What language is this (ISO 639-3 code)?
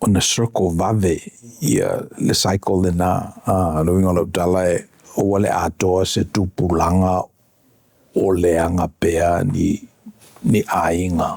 smo